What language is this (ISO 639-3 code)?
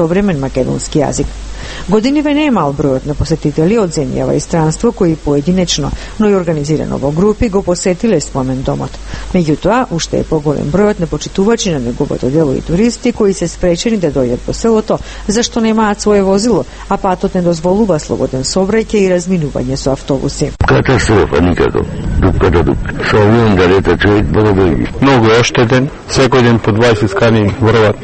mkd